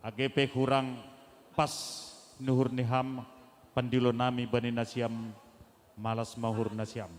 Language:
Batak Simalungun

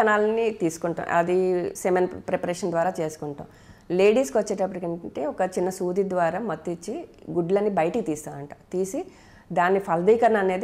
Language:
Telugu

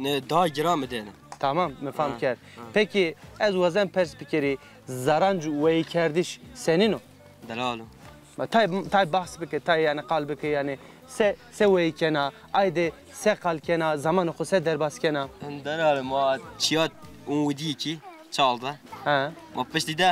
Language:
Zaza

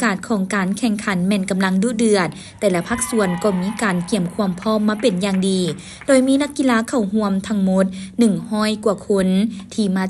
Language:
Lao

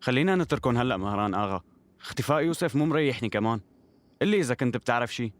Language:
North Levantine Arabic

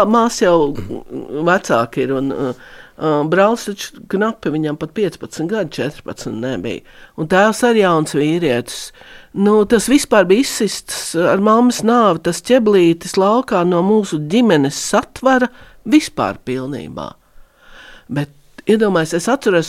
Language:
Latvian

